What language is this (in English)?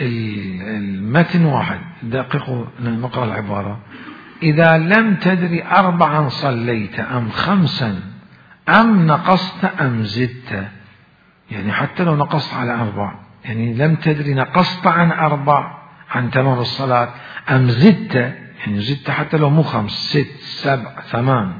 Mesopotamian Arabic